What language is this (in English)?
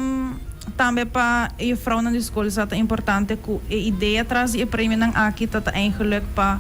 Papiamento